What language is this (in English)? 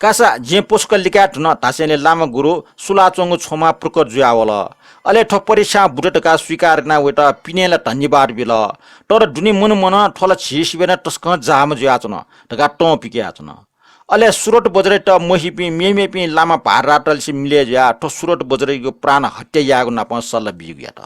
Newari